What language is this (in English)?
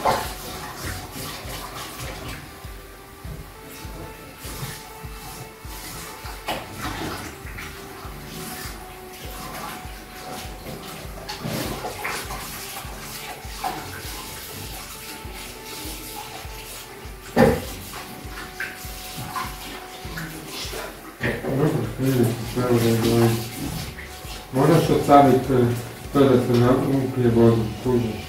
Croatian